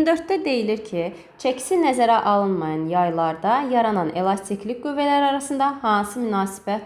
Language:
Azerbaijani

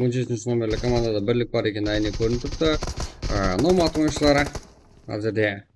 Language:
Kara-Kalpak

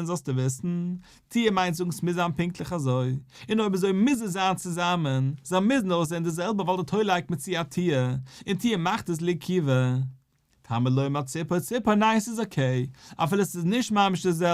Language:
Yiddish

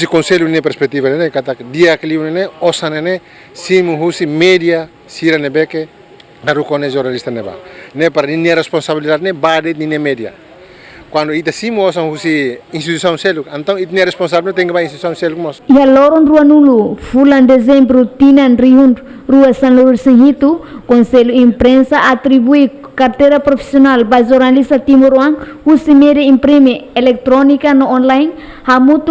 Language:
Tetum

